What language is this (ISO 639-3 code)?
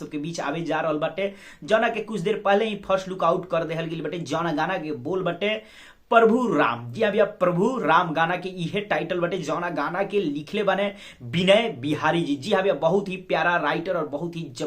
bho